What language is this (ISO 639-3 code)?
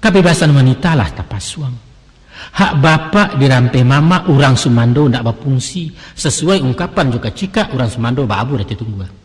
min